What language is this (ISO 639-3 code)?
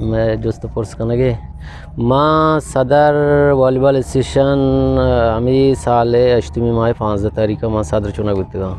bgp